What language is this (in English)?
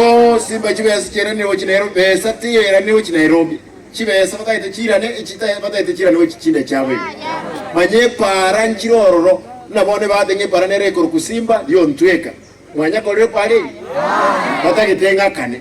Gusii